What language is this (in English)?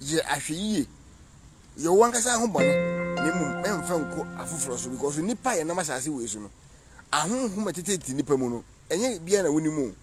Akan